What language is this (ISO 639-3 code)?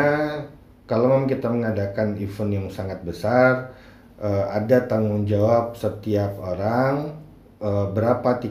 ind